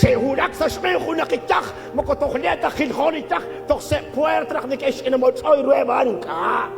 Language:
Kekchí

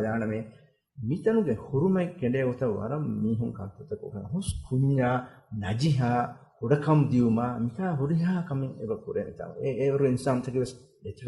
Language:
Divehi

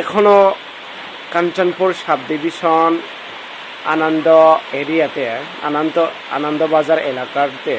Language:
Riang (India)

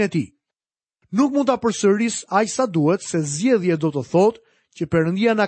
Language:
Albanian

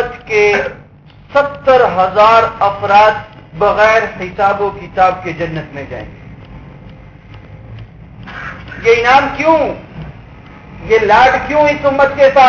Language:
Urdu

